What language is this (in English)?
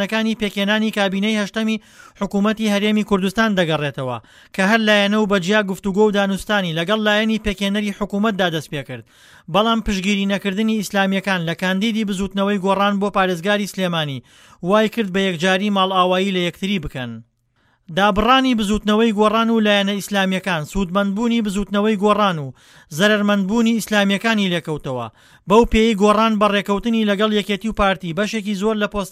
Central Kurdish